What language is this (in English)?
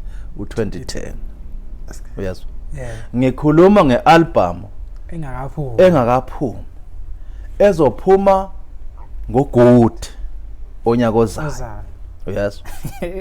Zulu